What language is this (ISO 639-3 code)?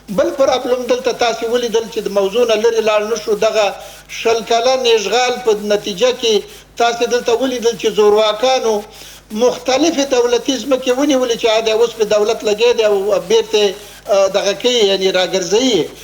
pus